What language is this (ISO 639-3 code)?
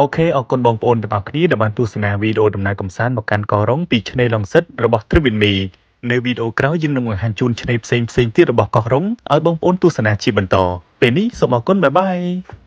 khm